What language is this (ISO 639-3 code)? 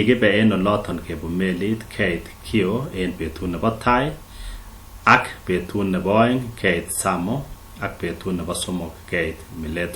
kln